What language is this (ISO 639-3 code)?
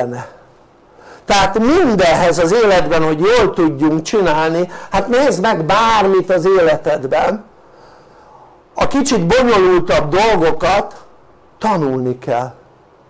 hun